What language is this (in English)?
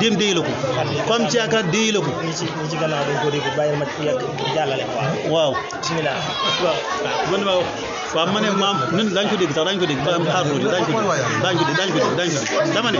Wolof